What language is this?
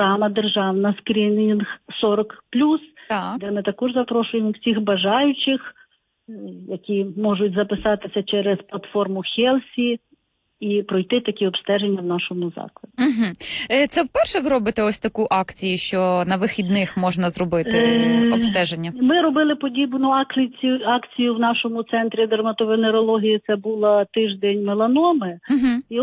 Ukrainian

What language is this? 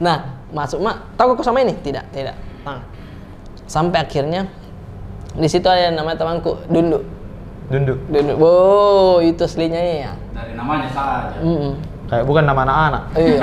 Makassar Malay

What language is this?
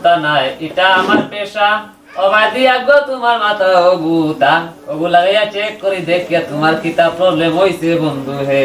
Sylheti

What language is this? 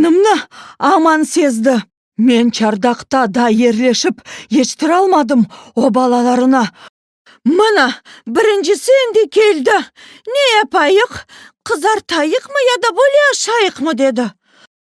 Crimean Tatar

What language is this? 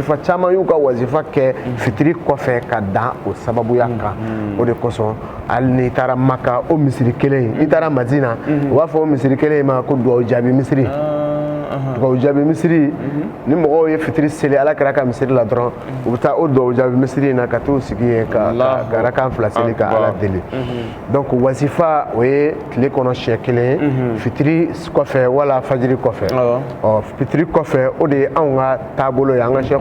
Bambara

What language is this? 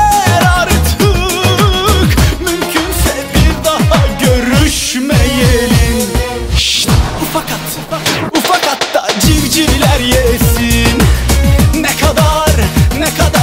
Turkish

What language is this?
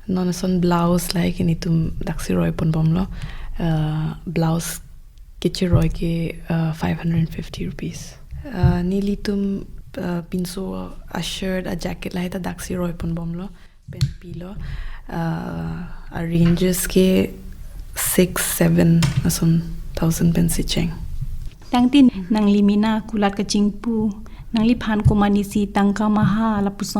Karbi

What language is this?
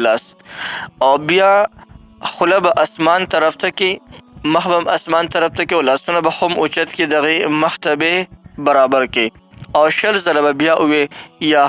Pashto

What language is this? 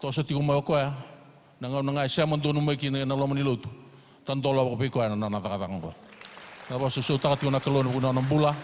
Fijian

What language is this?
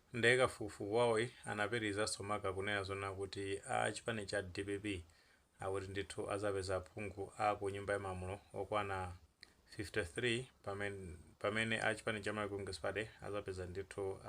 Nyanja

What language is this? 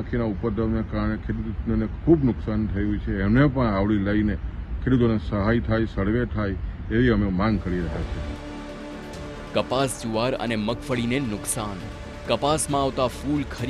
Gujarati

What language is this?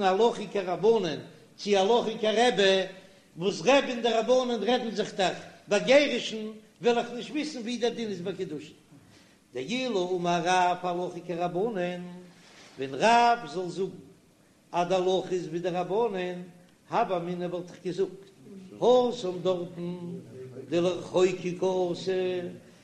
Yiddish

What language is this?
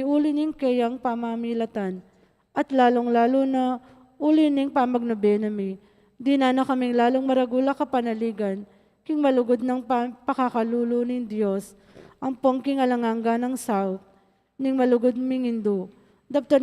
Pampanga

